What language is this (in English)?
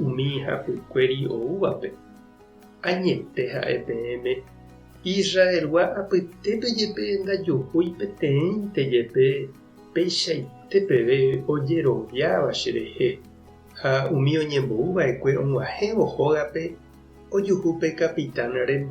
Guarani